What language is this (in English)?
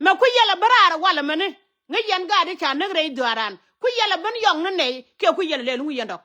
Nuer